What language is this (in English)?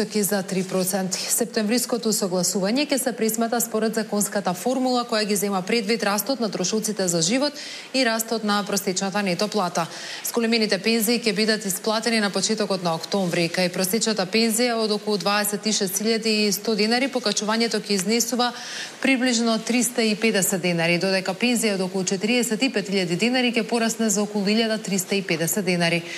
Macedonian